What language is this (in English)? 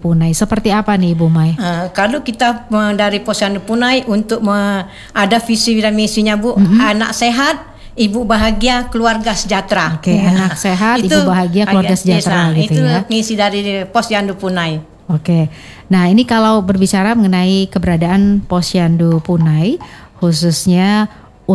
Indonesian